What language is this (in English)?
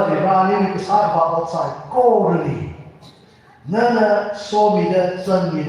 Tangkhul Naga (India)